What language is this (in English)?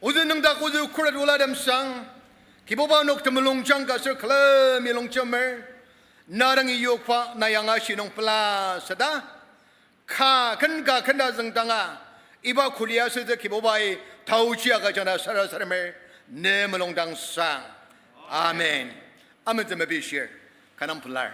Ao Naga